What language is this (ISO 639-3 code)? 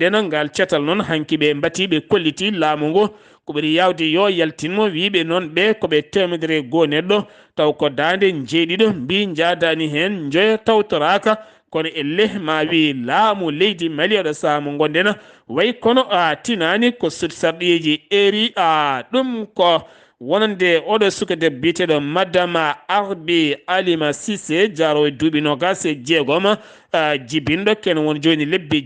ful